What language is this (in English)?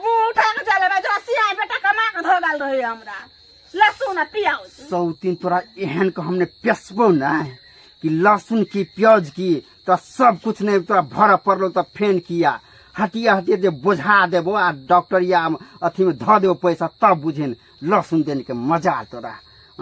Maithili